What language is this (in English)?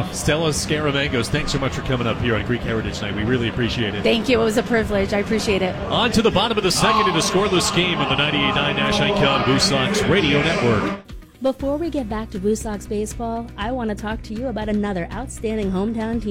English